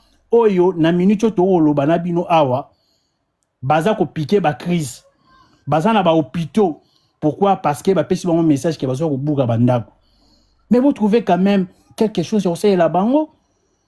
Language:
Lingala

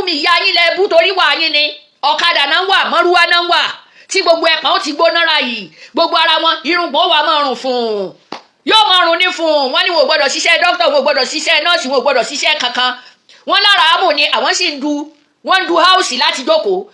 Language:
Yoruba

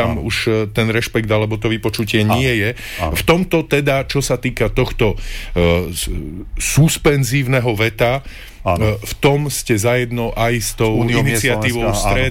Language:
Slovak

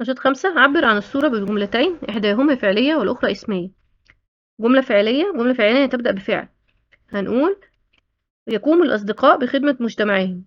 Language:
Egyptian Arabic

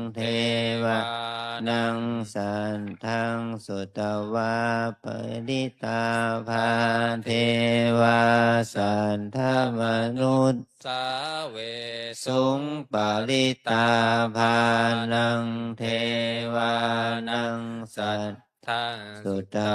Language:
Pali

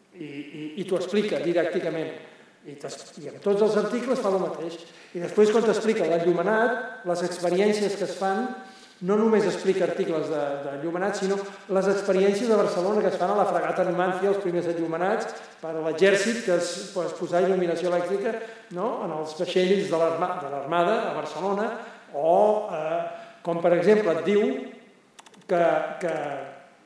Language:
Catalan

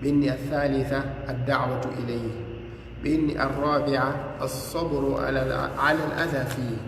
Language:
Fula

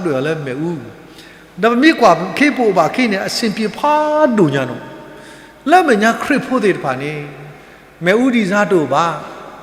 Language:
S'gaw Karen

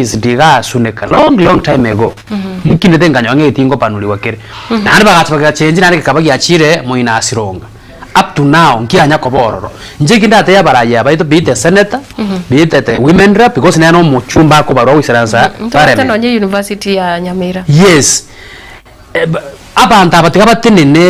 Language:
Gusii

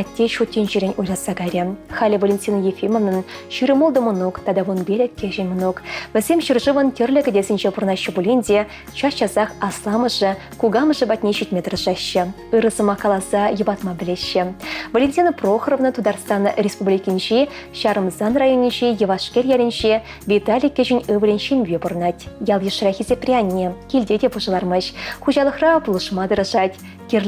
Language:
Chuvash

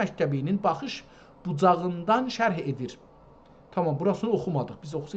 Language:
South Azerbaijani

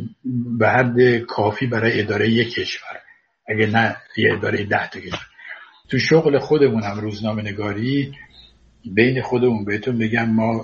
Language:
Persian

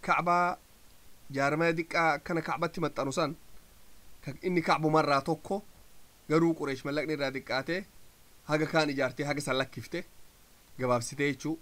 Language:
Oromo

